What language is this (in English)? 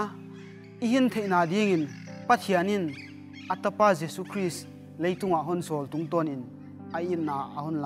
Paite Chin